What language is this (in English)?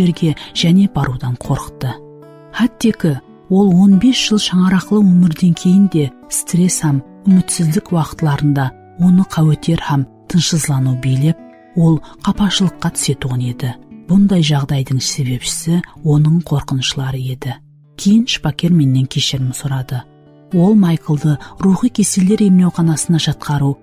Kara-Kalpak